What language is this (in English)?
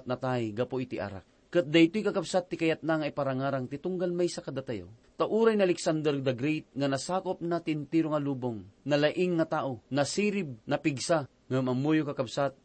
Iloko